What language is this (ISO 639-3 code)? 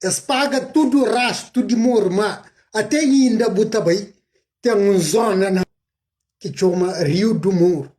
kea